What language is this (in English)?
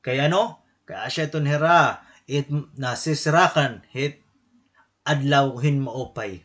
Waray